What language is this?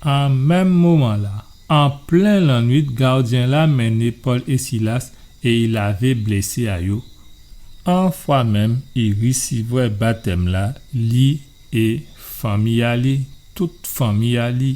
Guadeloupean Creole French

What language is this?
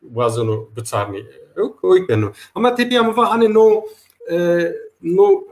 Zaza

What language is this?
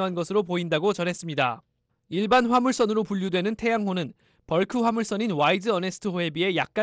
Korean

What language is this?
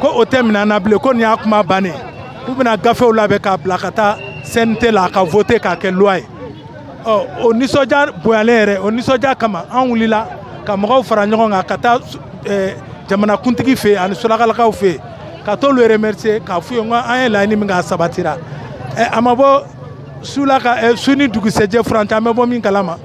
Bambara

